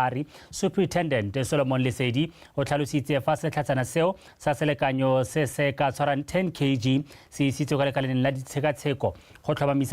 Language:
Tswana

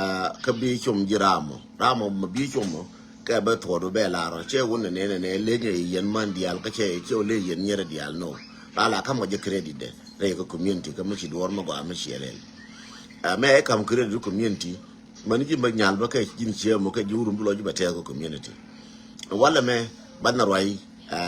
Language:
Nuer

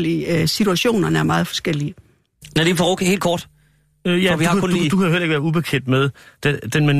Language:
Danish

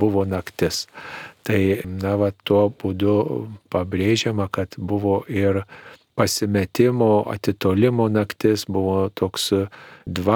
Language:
Lithuanian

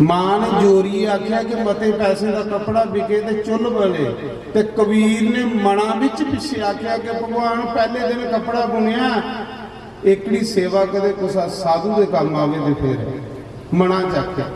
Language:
Dogri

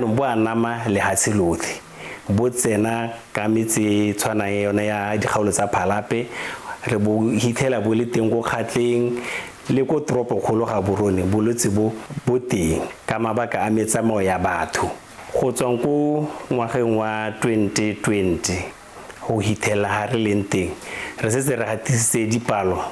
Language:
Tswana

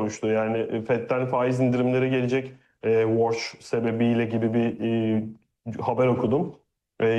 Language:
Turkish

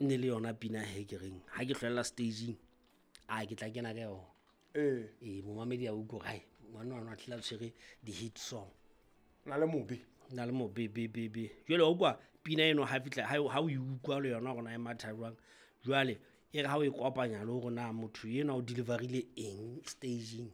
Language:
Southern Sotho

